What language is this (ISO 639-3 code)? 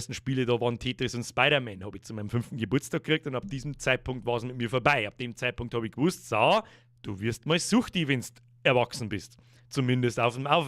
bar